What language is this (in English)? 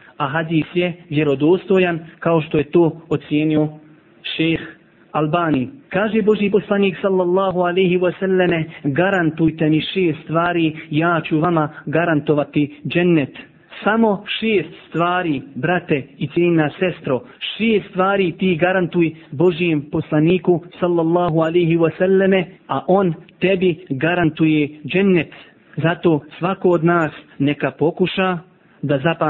Bosnian